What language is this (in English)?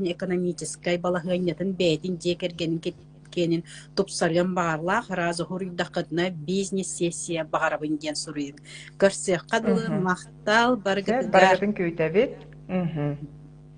Yakut